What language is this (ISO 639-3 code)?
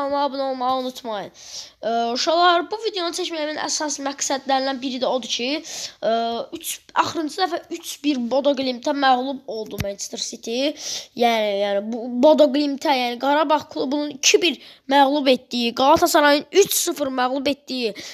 aze